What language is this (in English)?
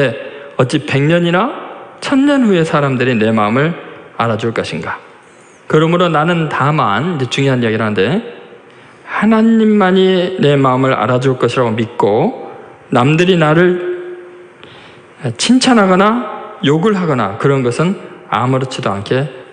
Korean